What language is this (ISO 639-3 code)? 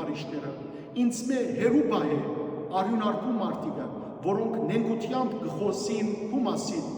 hyw